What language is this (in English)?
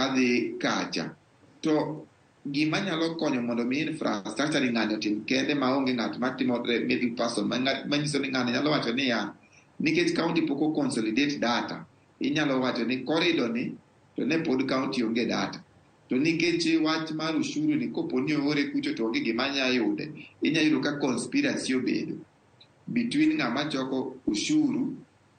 Luo (Kenya and Tanzania)